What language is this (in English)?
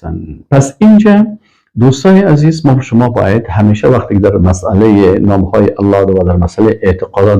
Persian